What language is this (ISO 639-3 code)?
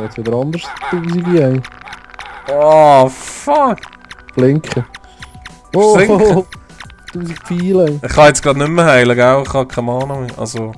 gsw